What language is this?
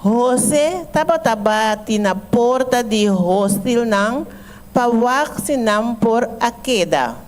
Papiamento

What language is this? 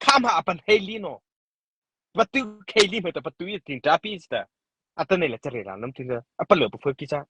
Mara Chin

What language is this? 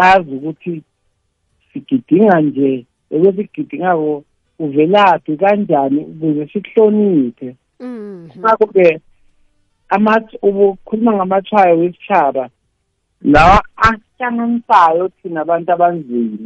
South Ndebele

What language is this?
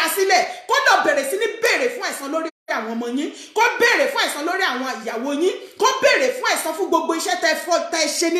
Yoruba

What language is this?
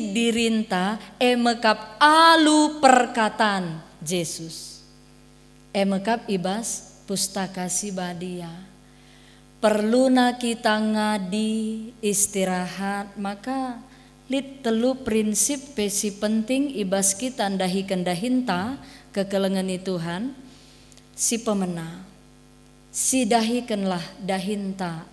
Batak Karo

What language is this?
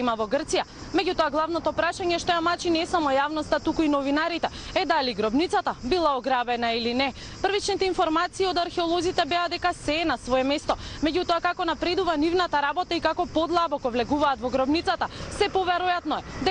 Macedonian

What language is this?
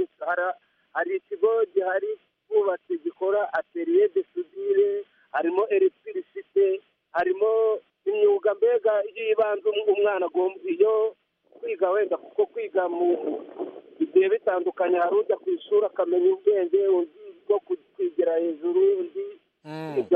Kinyarwanda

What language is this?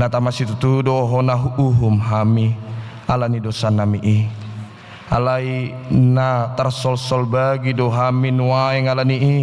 Batak Toba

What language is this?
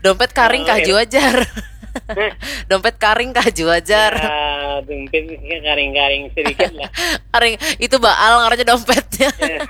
Banjar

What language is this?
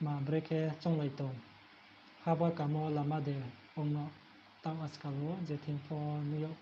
Riang (India)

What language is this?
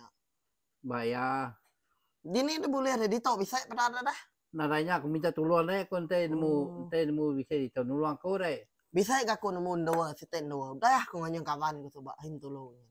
Iban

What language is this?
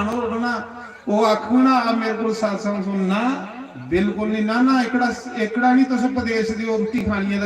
Dogri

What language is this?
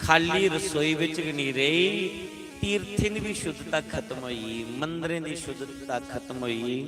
Dogri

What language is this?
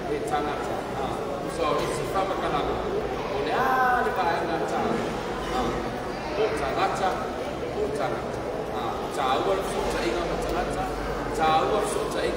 Samoan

